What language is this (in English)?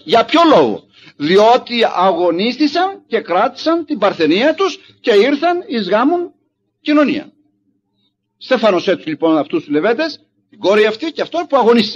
Greek